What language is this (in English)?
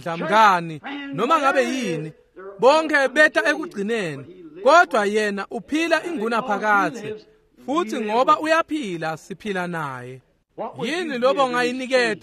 Swati